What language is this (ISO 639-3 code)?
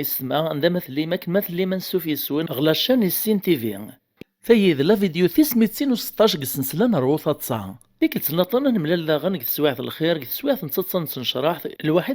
kab